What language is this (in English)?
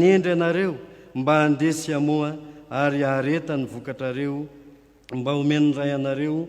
Malagasy